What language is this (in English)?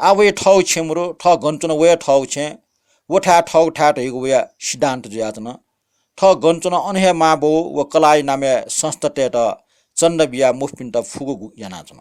Newari